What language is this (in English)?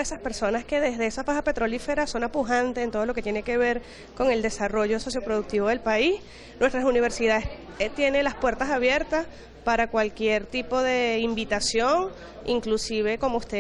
Spanish